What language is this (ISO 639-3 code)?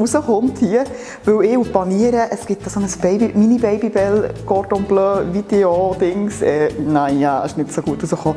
gsw